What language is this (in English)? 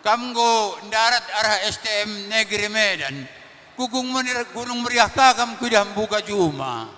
Batak Karo